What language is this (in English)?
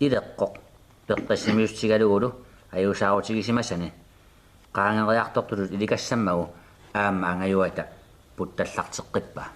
Kalaallisut